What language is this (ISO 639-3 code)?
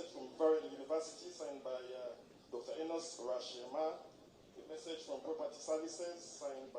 nyn